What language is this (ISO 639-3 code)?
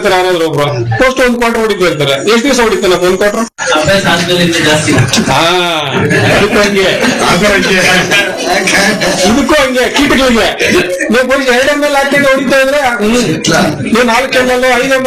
kan